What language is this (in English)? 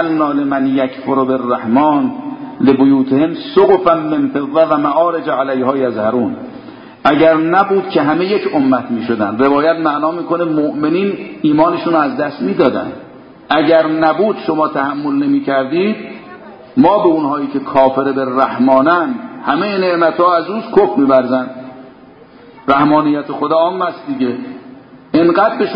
Persian